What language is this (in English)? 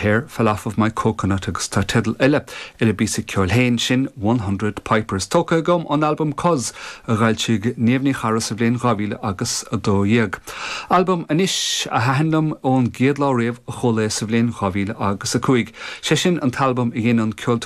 Irish